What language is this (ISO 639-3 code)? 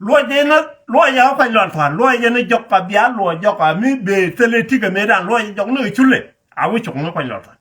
nus